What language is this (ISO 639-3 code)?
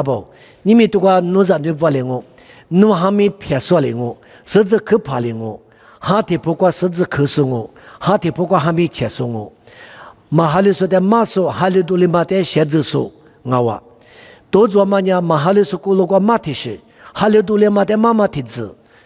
lis